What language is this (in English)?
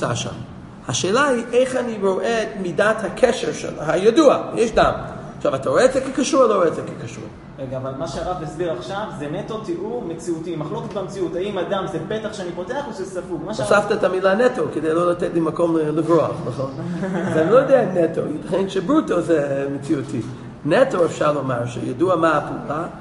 Hebrew